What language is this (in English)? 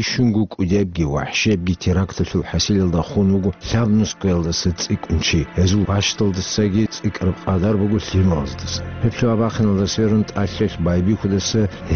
Avaric